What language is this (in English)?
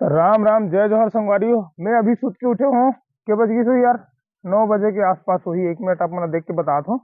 Chhattisgarhi